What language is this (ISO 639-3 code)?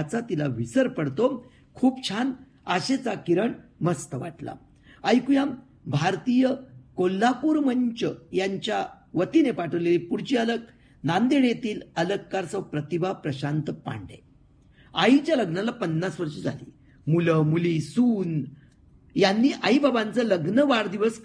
mar